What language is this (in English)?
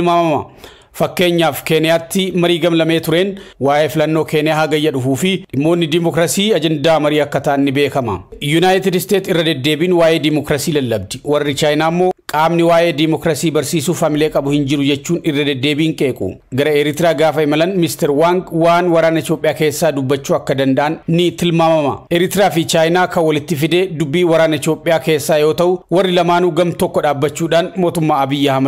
Oromo